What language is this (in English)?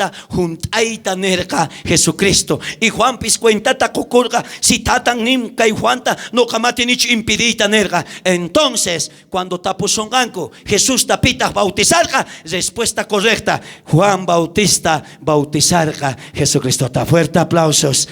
South Bolivian Quechua